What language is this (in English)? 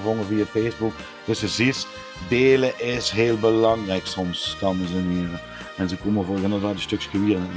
Limburgish